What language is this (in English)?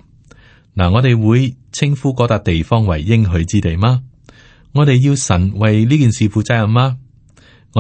Cantonese